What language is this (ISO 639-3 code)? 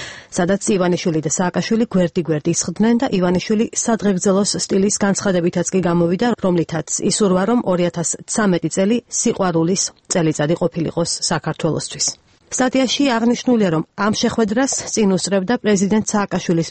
kat